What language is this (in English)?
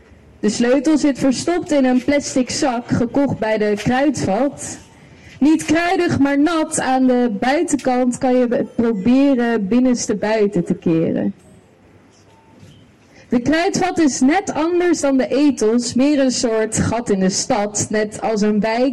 Dutch